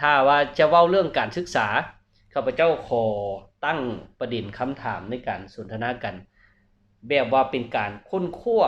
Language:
Lao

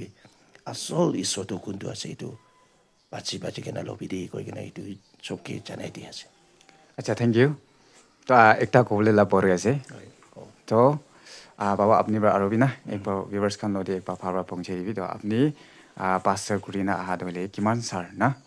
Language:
Naga Pidgin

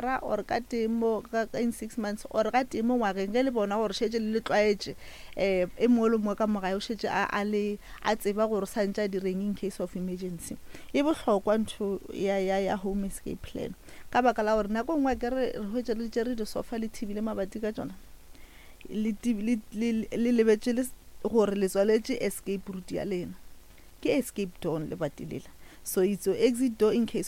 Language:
Northern Sotho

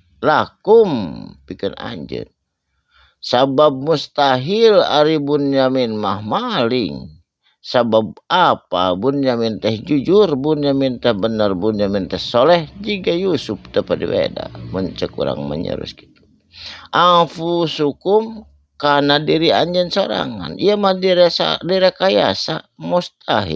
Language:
Sundanese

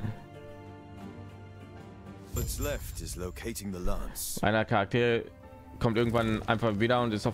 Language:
German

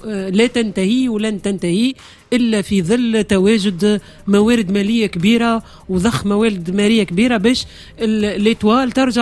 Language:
Tunisian Arabic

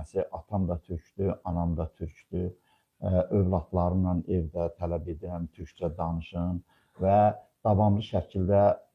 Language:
Azerbaijani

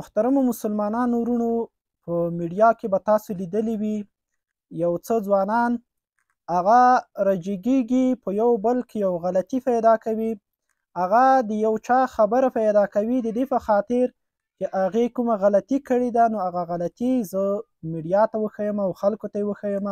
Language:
Pashto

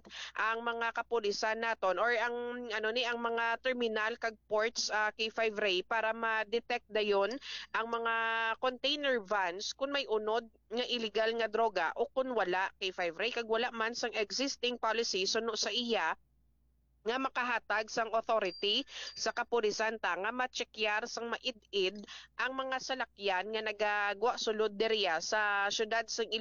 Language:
Hiligaynon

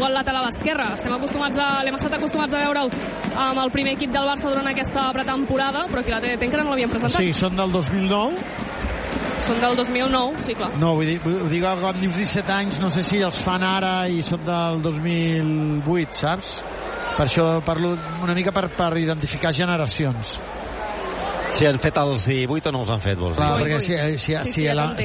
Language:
Catalan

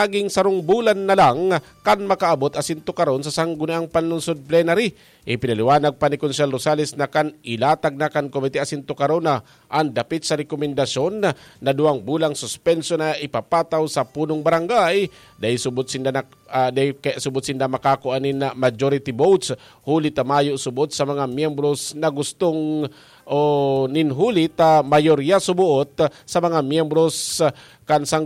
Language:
Bikol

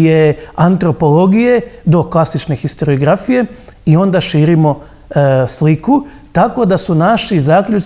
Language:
Croatian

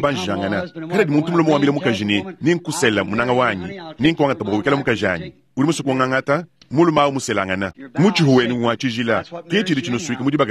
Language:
Luba-Lulua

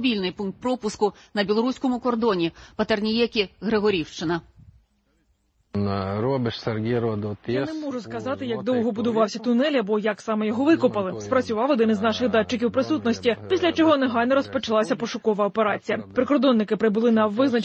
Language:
Ukrainian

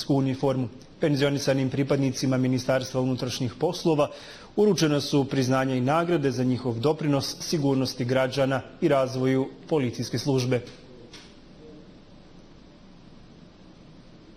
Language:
Bosnian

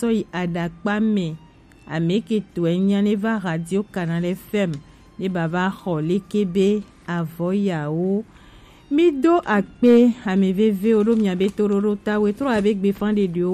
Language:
Gen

